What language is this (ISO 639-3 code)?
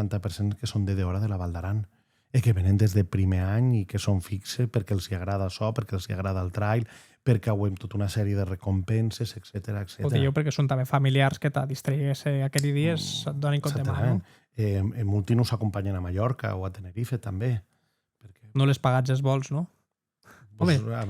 oci